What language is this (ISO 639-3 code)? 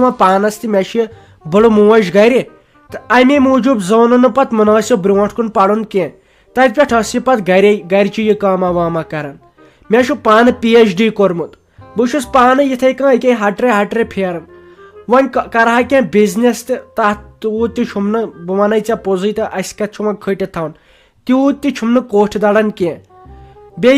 kas